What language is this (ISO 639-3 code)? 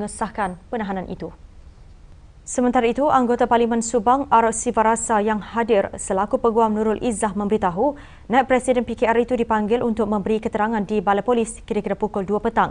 msa